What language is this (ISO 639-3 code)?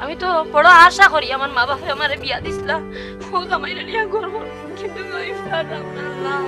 syl